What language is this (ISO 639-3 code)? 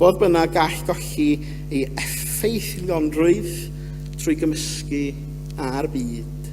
cym